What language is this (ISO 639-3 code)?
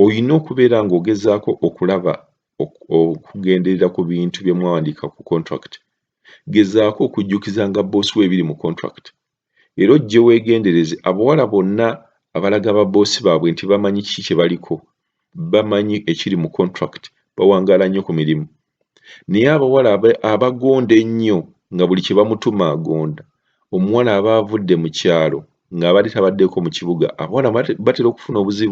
lug